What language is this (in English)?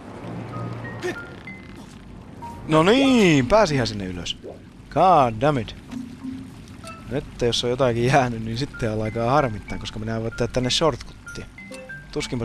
Finnish